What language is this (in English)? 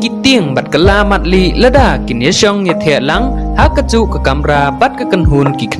Khasi